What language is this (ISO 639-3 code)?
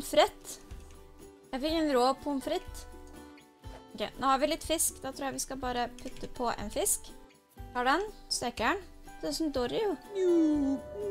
nor